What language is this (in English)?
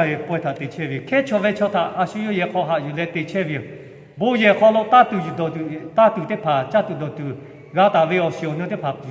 Lahu